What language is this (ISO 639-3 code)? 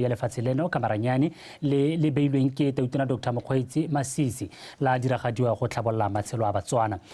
tsn